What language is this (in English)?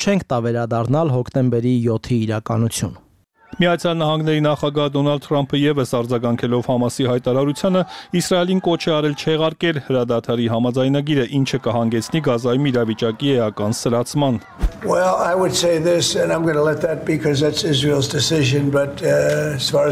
Armenian